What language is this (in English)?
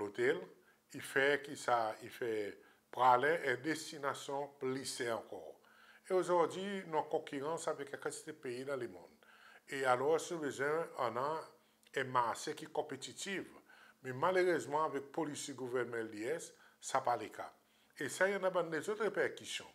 Seselwa Creole French